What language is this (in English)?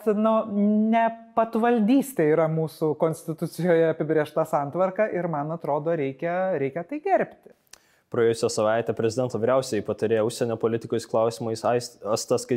Lithuanian